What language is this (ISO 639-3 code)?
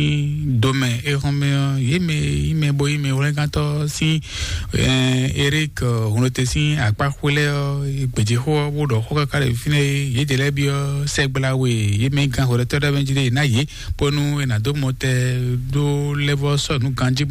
fon